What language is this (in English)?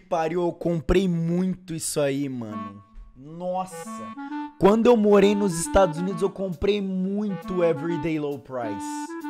Portuguese